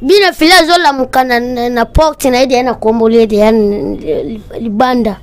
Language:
Lingala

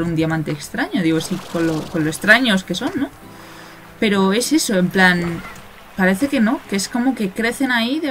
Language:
Spanish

